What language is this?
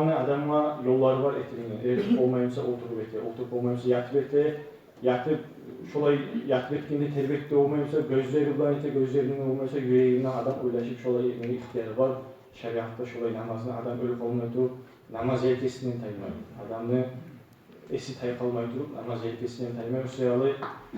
Kumyk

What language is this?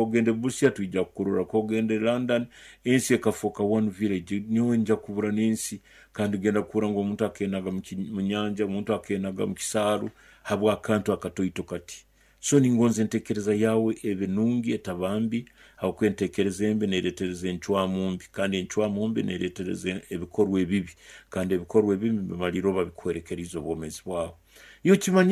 Nyoro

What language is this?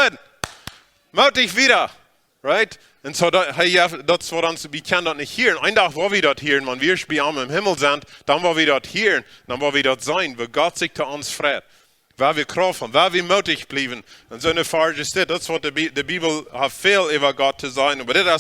Plautdietsch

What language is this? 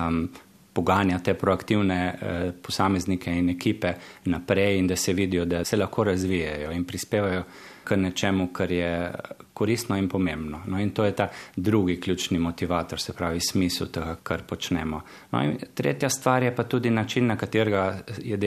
Slovenian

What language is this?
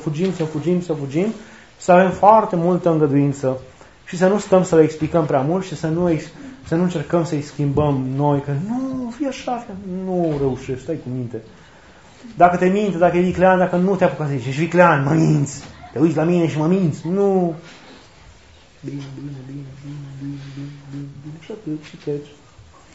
Romanian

